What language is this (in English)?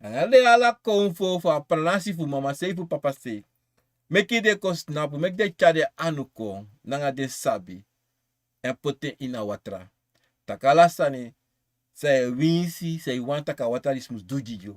Sranan Tongo